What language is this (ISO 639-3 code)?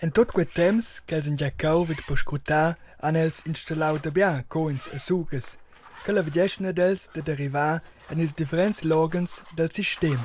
roh